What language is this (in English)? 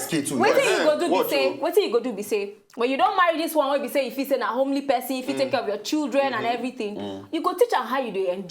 Nigerian Pidgin